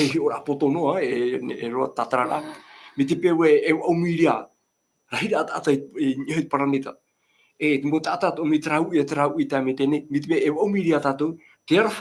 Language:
Tahitian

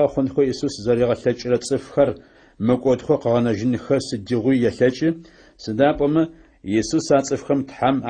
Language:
Adyghe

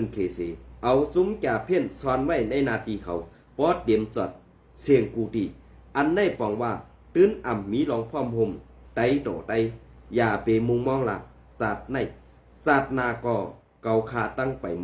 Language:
Shan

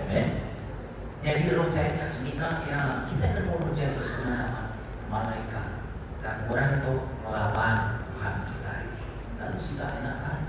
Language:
Iban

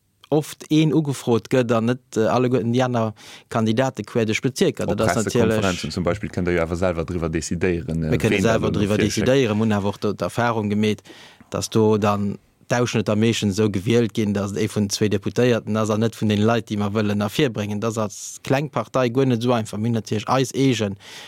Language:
Luxembourgish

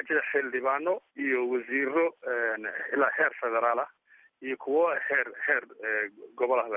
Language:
Somali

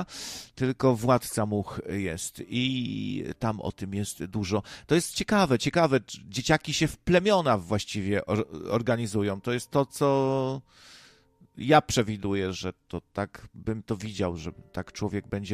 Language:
Polish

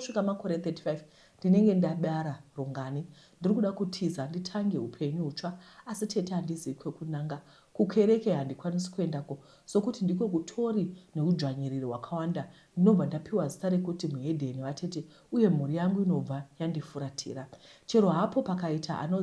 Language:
Shona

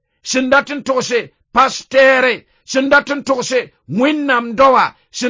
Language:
Mossi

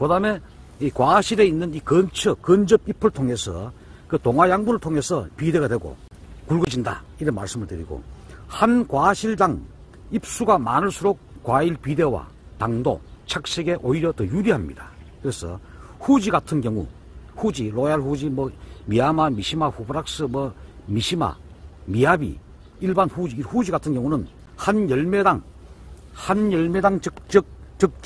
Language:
Korean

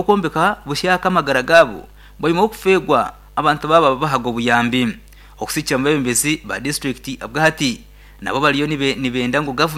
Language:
Nyankole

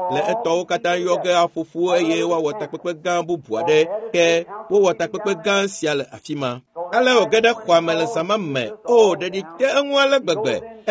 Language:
Ewe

